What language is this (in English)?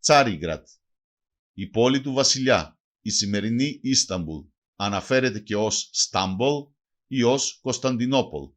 Macedonian